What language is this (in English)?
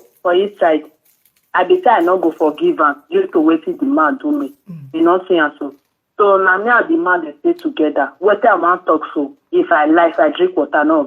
Nigerian Pidgin